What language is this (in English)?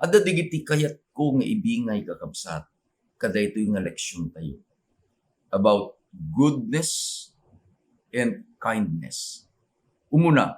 Iloko